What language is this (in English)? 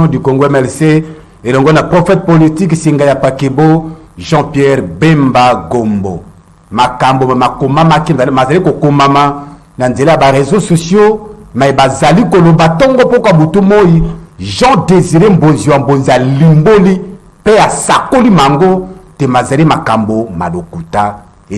Lingala